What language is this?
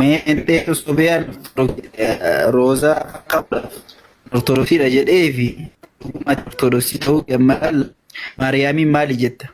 Oromo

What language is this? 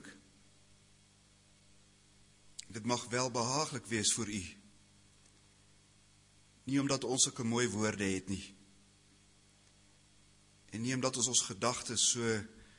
Afrikaans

